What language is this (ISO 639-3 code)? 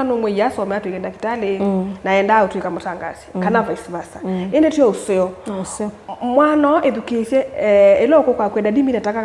kam